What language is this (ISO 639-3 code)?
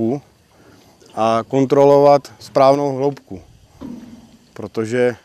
ces